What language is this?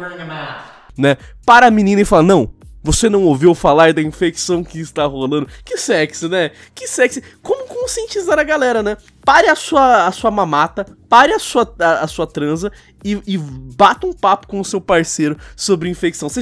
Portuguese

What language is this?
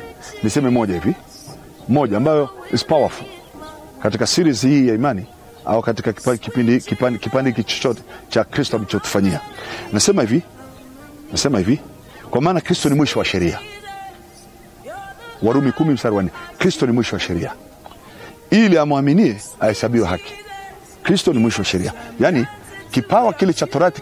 Swahili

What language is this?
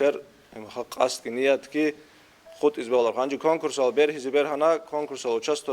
Avaric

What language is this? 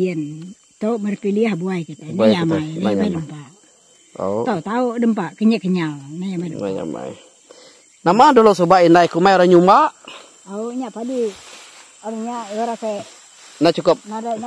Iban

